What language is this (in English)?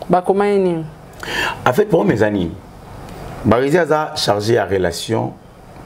Lingala